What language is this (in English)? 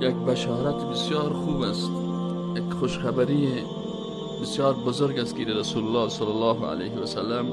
Persian